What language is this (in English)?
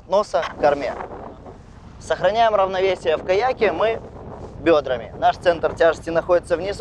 Russian